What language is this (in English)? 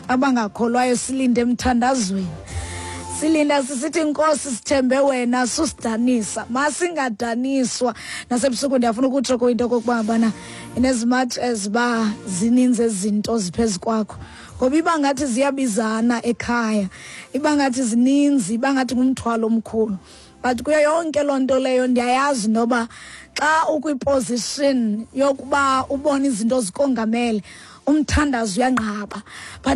Xhosa